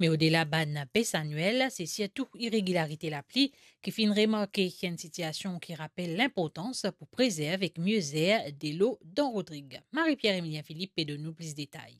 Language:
Morisyen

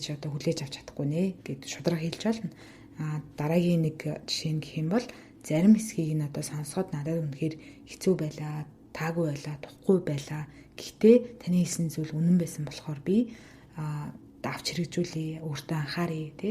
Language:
Mongolian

